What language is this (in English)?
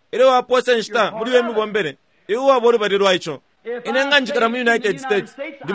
Bemba